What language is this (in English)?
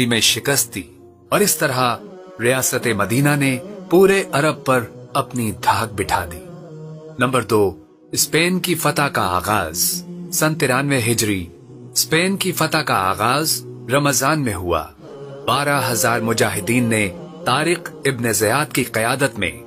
Urdu